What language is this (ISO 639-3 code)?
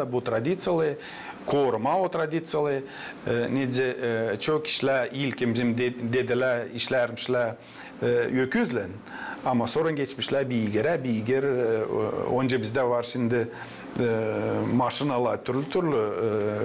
gag